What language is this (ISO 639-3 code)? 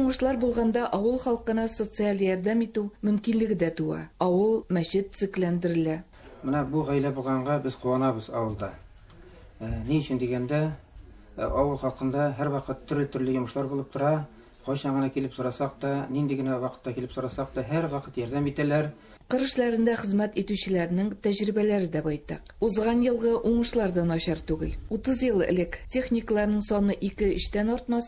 tat